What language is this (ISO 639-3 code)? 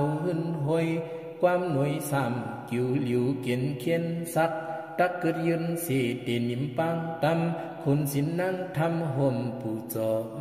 shn